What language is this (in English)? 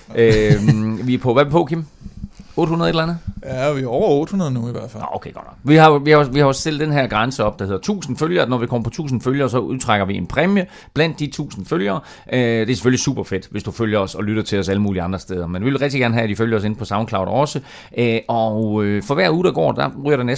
Danish